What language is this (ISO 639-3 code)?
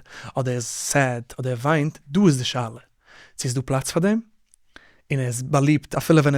yid